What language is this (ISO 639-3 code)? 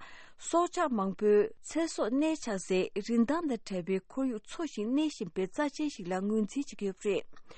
bod